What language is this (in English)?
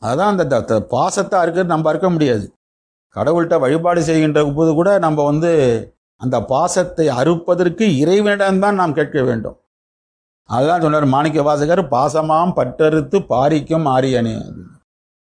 Tamil